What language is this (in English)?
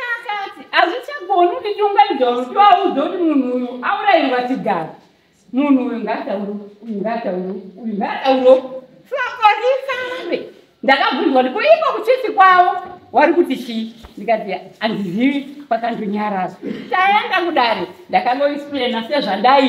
Shona